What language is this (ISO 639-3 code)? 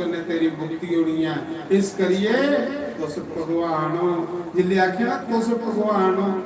doi